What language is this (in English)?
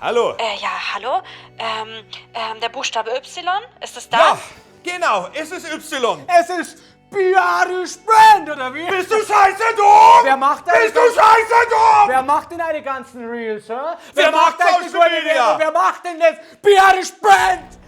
Bavarian